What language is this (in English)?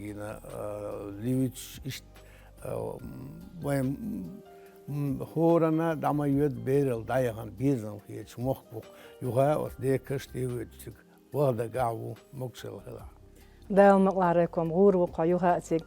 Chechen